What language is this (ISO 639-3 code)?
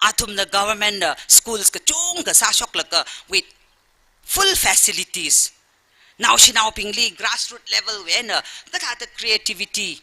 nmf